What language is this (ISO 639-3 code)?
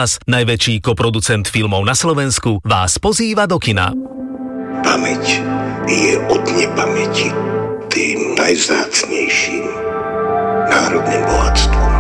slk